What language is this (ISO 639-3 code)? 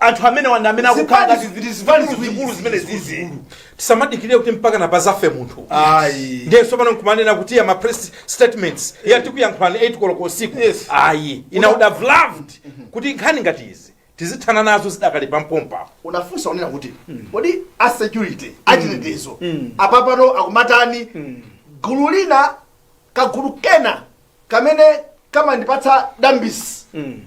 nya